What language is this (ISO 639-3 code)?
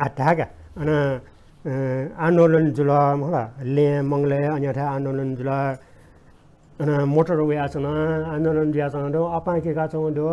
new